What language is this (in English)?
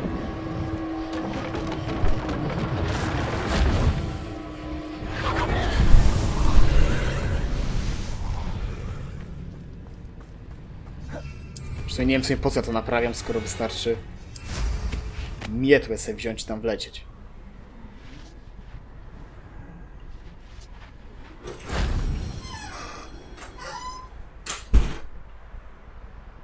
Polish